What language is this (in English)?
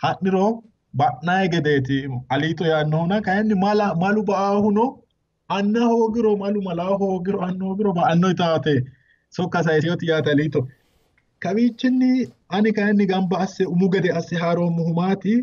Sidamo